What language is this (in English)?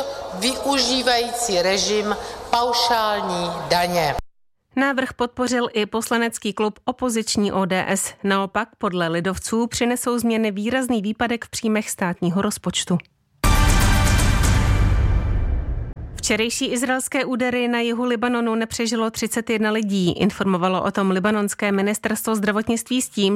Czech